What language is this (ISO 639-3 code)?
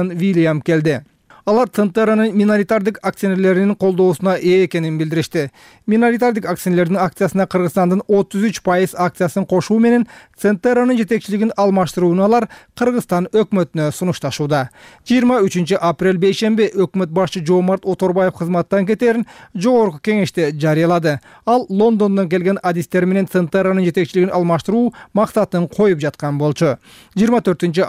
kir